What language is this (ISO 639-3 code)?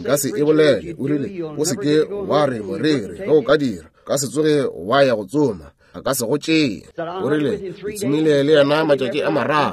nso